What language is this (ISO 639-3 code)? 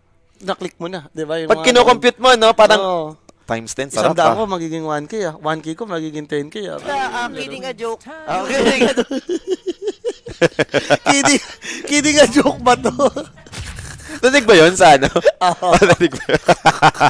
fil